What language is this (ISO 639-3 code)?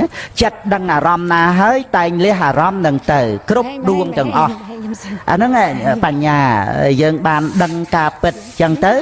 khm